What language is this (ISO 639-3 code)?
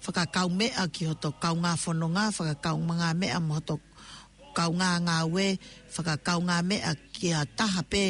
ton